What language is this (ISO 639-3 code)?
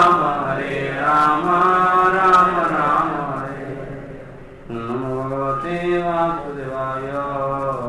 ori